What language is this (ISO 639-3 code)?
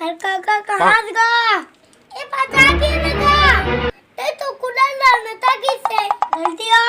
hne